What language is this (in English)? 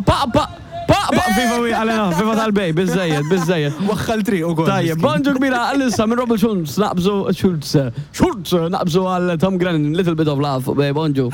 Maltese